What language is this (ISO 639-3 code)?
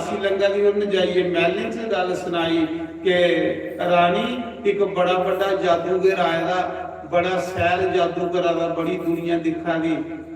doi